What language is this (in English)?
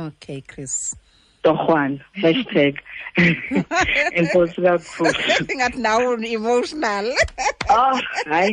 Xhosa